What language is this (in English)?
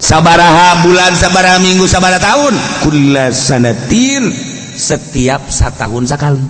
Sundanese